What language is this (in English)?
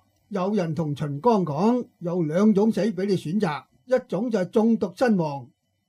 Cantonese